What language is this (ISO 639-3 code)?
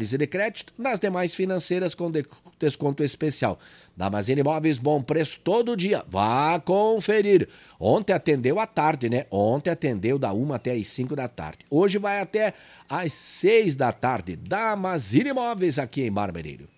por